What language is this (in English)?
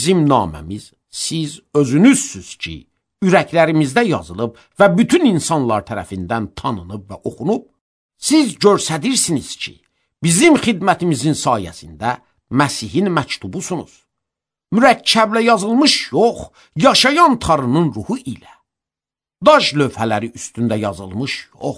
Azerbaijani